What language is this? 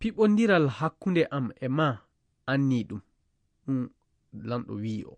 Fula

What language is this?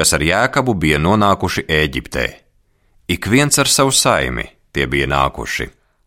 Latvian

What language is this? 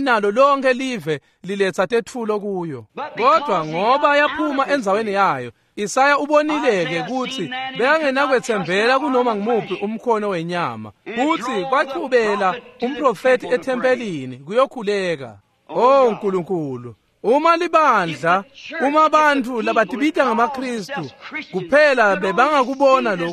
Swati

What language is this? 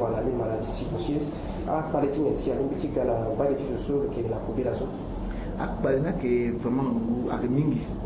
Sango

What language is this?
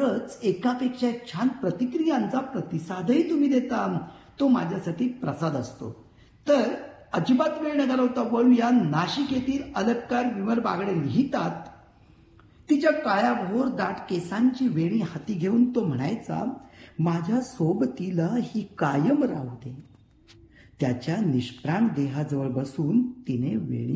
Marathi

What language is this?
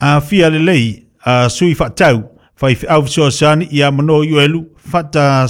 Samoan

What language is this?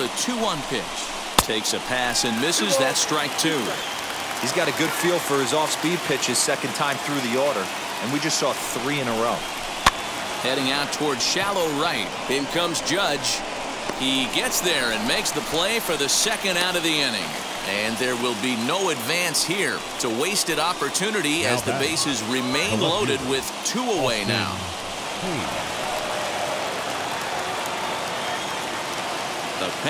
English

